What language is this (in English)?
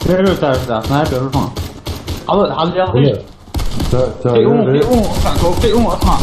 Chechen